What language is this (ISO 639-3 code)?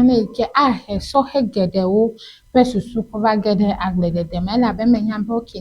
ewe